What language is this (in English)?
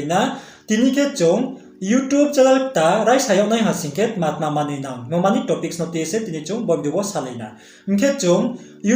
Riang (India)